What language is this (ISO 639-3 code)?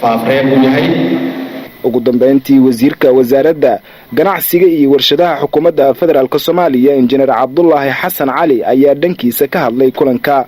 som